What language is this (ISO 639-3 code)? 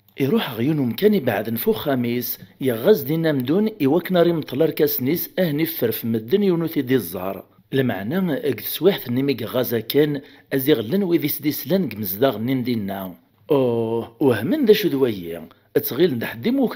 kab